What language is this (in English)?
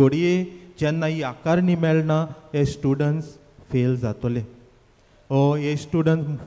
Konkani